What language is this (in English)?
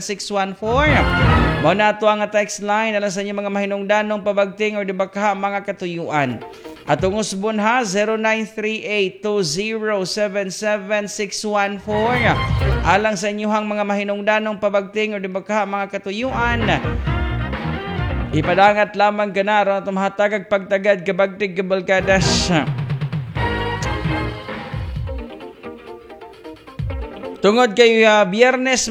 Cebuano